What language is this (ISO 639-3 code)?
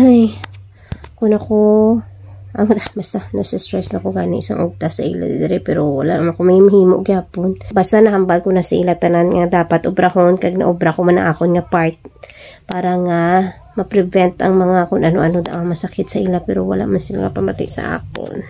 hil